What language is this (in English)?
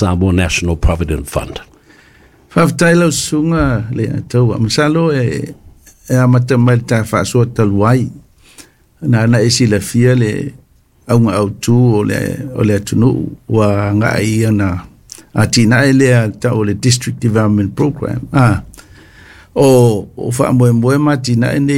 Samoan